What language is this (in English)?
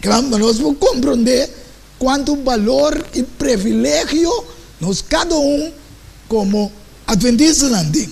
Papiamento